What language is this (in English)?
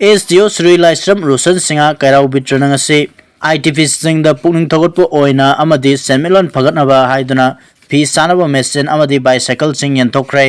Manipuri